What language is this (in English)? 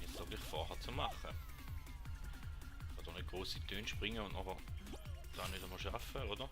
Swiss German